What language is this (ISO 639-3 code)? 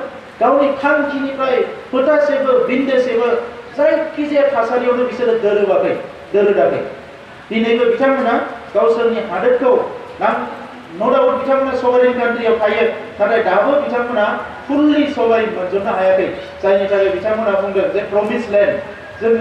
brx